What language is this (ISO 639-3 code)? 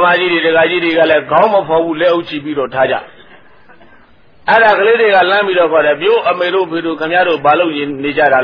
mya